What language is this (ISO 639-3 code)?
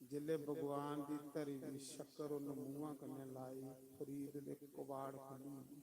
doi